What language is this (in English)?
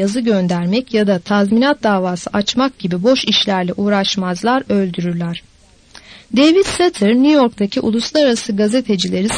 Turkish